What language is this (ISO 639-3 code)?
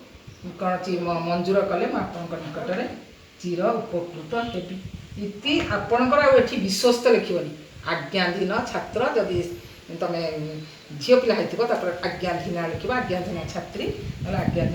ori